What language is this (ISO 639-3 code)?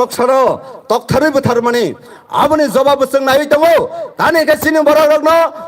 trp